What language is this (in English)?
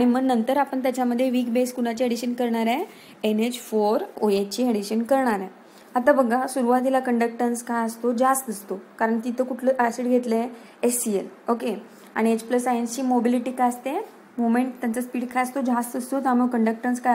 Marathi